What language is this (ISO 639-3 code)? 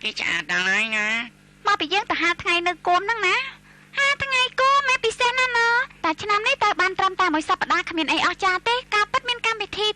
khm